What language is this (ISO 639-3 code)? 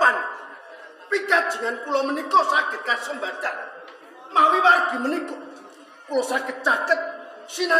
jav